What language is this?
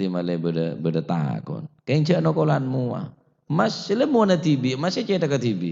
Madurese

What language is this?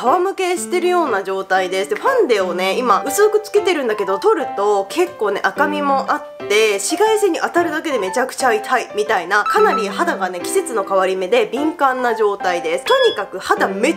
Japanese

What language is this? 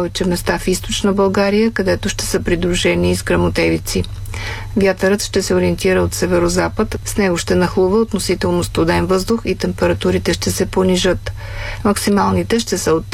Bulgarian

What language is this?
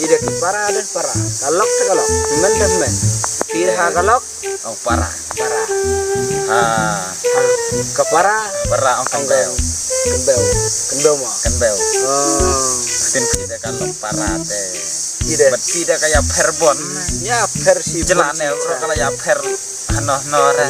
Khasi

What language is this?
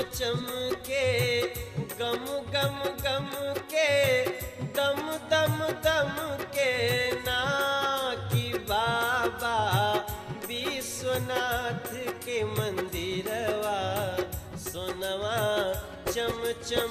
Bhojpuri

